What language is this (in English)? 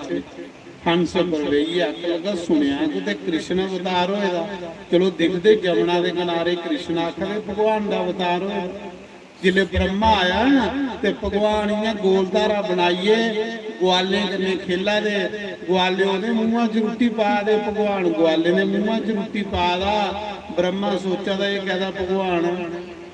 Dogri